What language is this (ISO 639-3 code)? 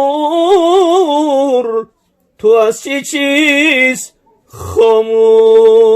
tgk